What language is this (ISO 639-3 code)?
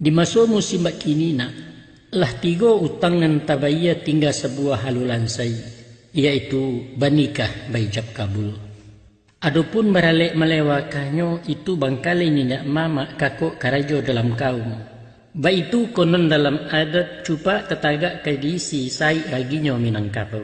min